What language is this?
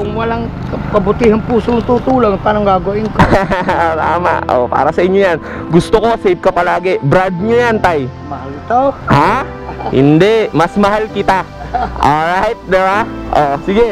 Filipino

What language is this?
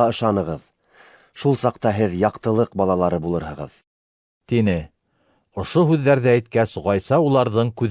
Bashkir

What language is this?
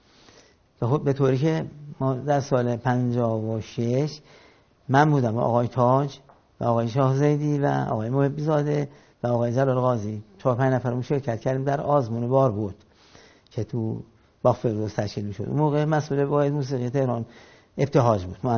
Persian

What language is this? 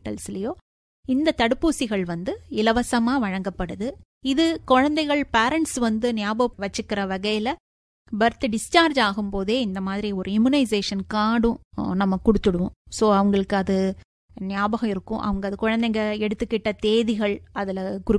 Tamil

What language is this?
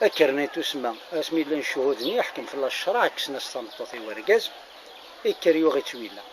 Kabyle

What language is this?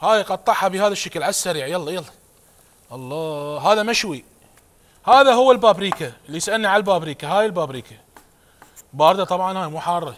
Mesopotamian Arabic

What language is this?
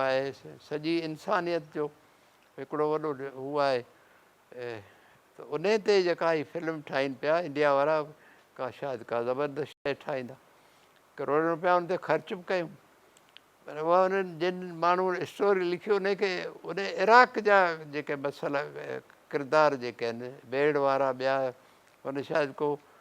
Sindhi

